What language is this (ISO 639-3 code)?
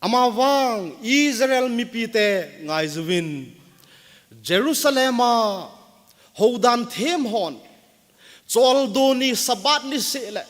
tcz